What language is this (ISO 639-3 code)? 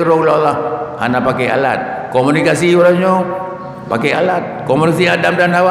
ace